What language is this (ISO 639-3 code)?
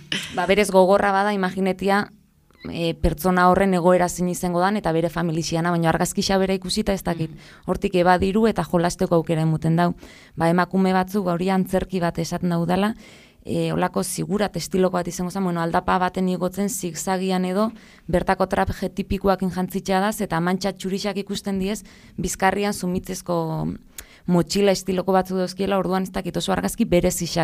eus